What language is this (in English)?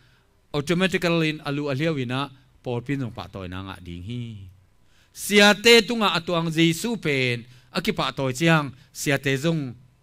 Tedim Chin